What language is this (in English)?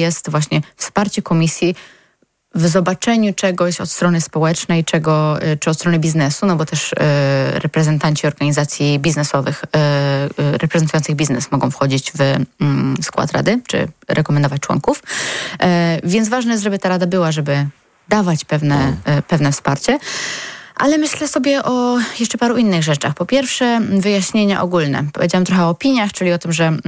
Polish